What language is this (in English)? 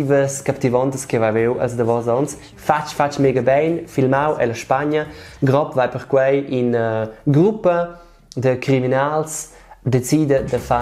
Romansh